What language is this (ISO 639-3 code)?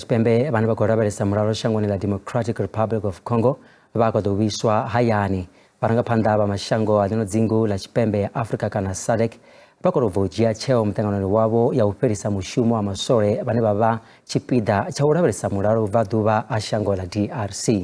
ven